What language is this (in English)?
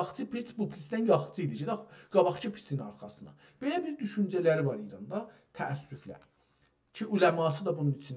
South Azerbaijani